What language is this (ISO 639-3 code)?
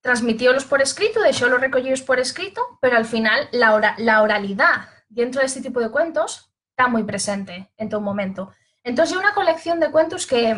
ast